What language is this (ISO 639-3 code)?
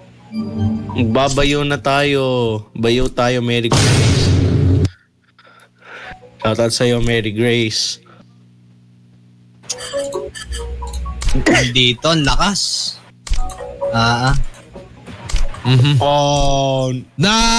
fil